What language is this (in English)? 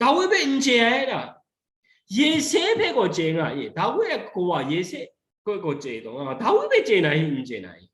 Kachin